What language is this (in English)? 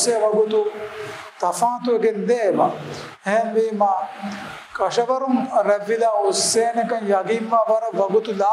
Divehi